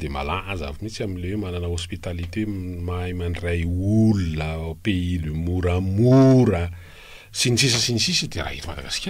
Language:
Malagasy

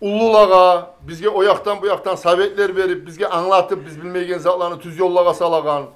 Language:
Kumyk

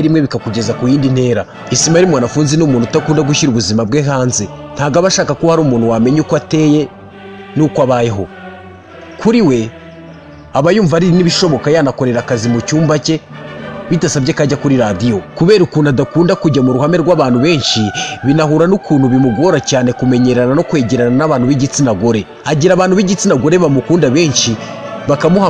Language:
Kinyarwanda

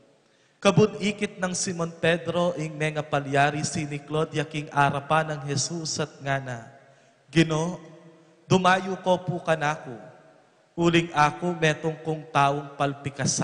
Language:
Pampanga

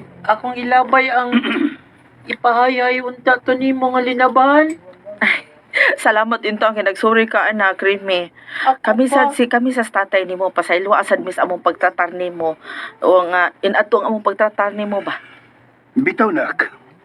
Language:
Cebuano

